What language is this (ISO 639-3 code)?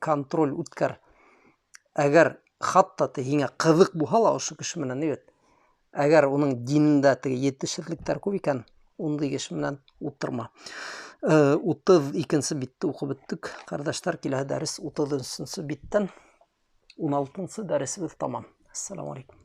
bak